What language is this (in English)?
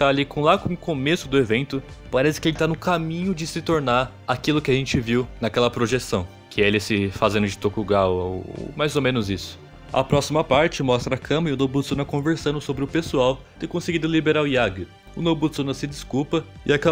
Portuguese